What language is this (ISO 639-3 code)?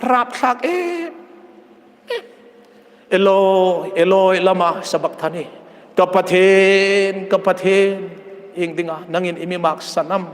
hmr